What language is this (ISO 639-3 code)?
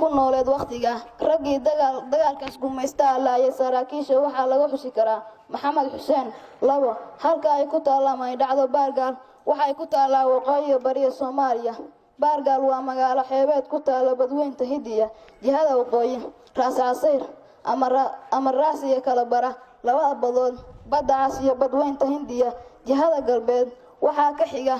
som